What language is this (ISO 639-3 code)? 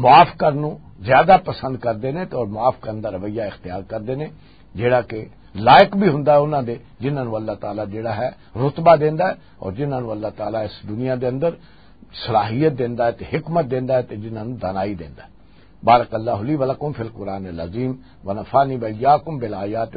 lah